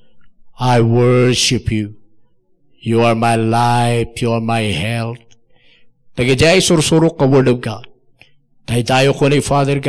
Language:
Iloko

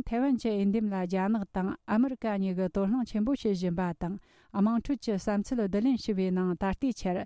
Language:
Tibetan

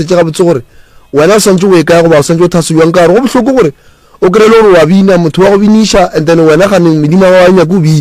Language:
Northern Sotho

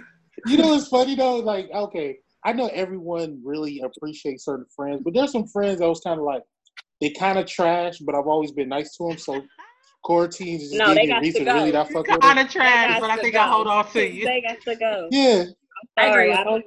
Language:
English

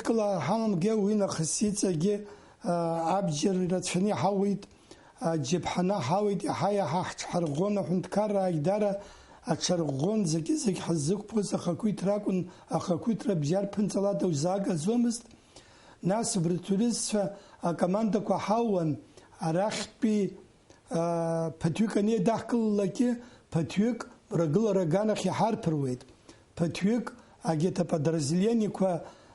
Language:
Abkhazian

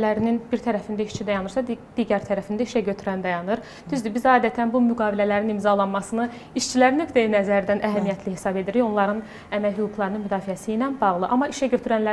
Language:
Azerbaijani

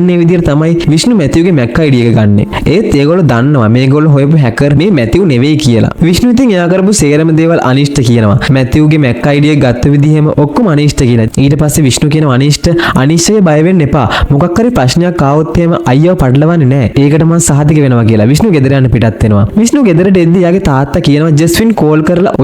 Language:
Sinhala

